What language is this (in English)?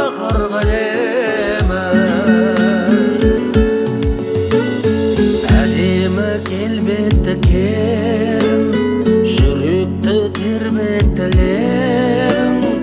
Kazakh